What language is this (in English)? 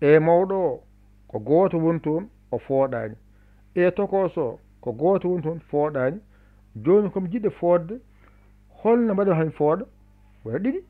Fula